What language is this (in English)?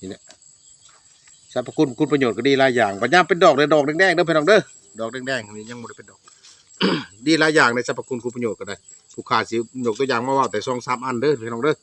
Lao